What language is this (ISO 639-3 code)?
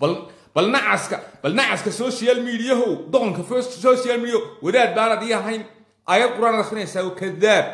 som